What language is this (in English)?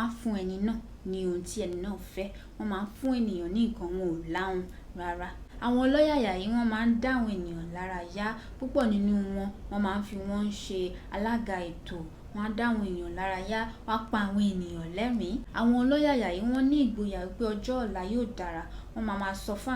Yoruba